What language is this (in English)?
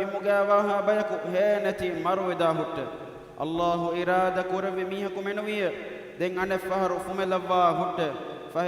Divehi